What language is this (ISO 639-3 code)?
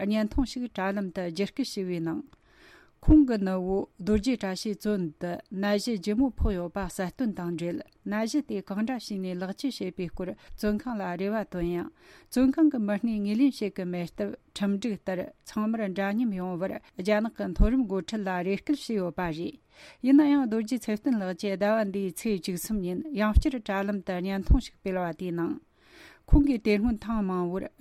bod